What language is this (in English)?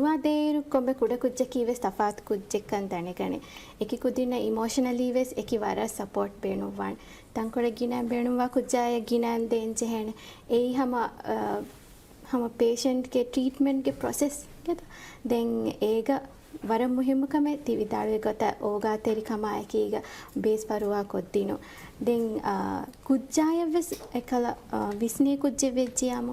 Divehi